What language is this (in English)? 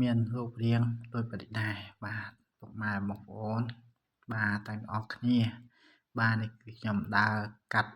Khmer